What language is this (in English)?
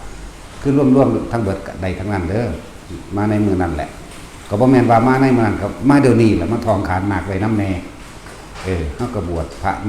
Northeastern Thai